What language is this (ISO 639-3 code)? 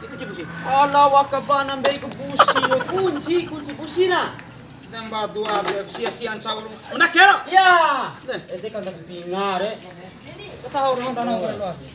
bhp